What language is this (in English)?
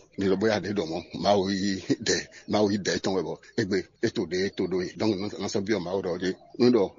Fon